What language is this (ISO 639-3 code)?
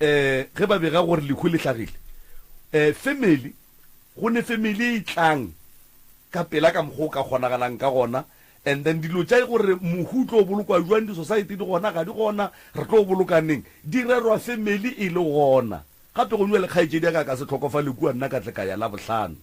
nso